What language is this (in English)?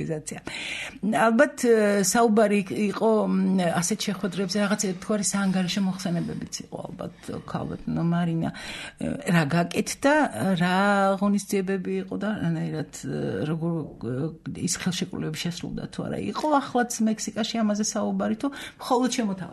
Georgian